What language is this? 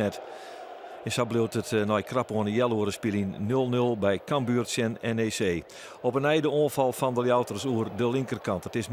Western Frisian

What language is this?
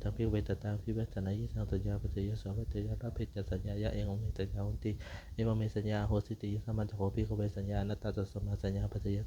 Pali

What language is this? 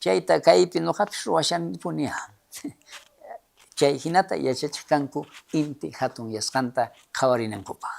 South Bolivian Quechua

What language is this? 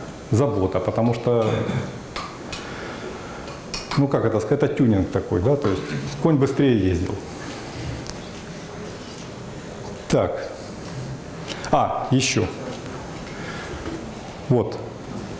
Russian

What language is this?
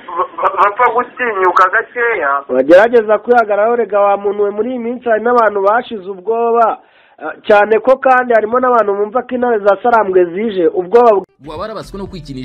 Kinyarwanda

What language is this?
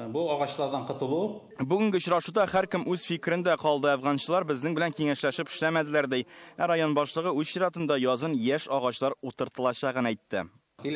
Tatar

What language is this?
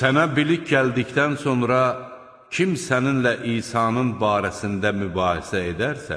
Azerbaijani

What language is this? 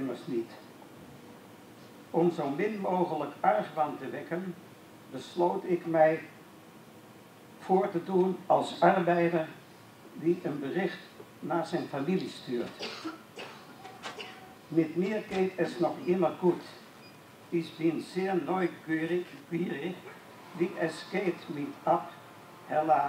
Dutch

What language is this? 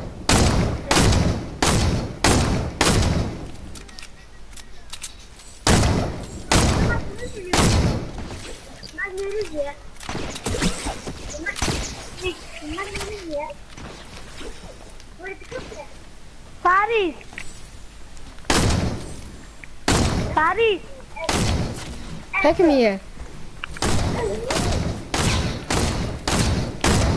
Dutch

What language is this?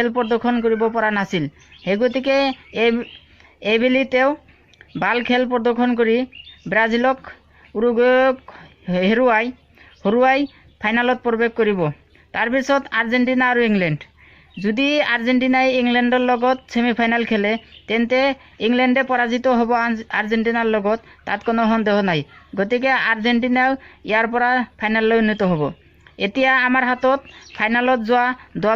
Assamese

